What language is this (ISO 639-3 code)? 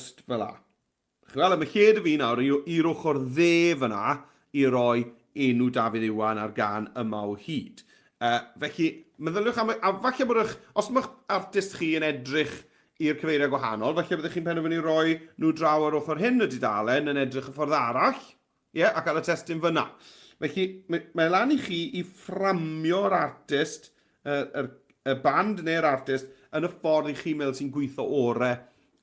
cym